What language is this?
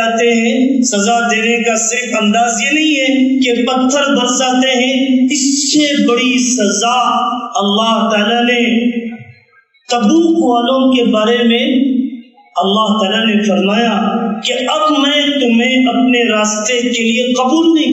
Urdu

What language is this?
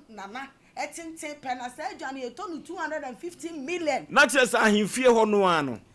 Akan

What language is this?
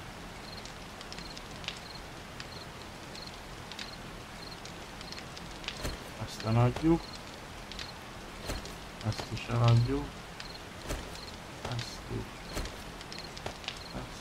Hungarian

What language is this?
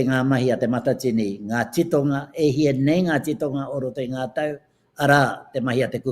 Māori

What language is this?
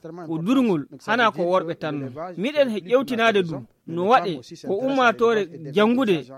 Fula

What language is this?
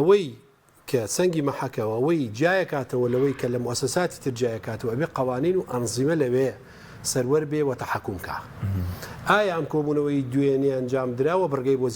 Central Kurdish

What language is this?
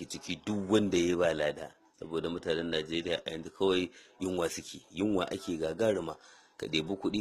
Hausa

